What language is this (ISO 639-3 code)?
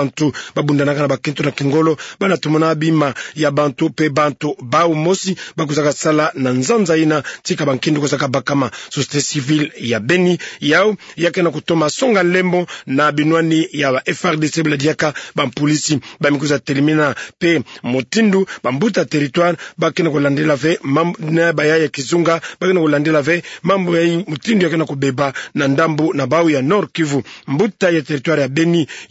ktu